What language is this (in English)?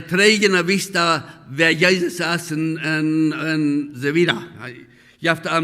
Plautdietsch